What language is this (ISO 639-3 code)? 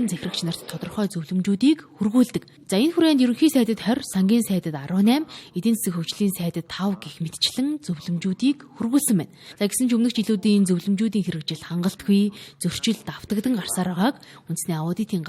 mon